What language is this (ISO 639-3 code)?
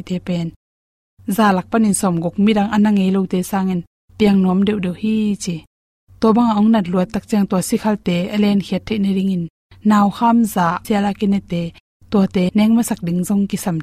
ctd